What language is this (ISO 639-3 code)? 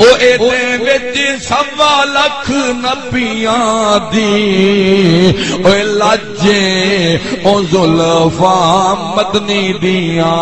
skr